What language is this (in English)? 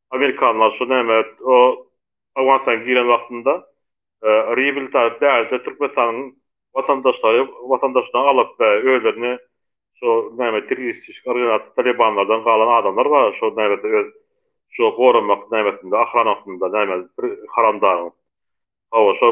Turkmen